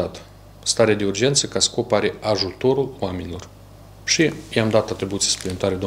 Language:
Romanian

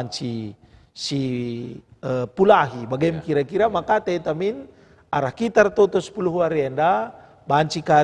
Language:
Batak Karo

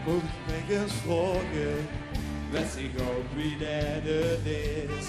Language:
Limburgish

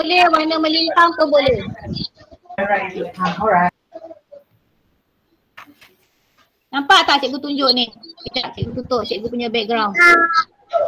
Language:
Malay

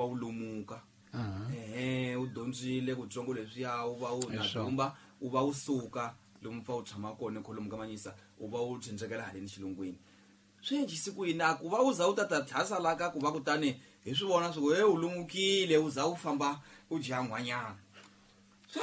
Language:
Tsonga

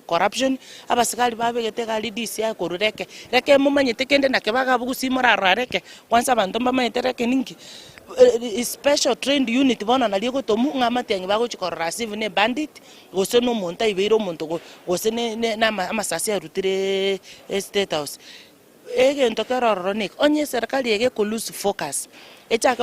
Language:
Gusii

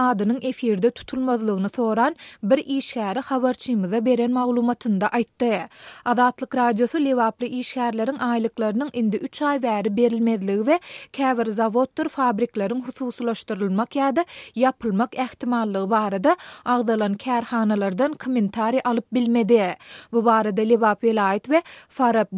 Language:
Turkmen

